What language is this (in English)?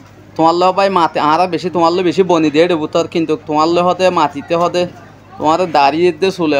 Rohingya